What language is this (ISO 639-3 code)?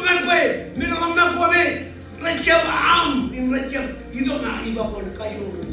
mah